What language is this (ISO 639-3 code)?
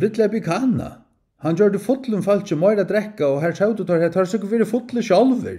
fao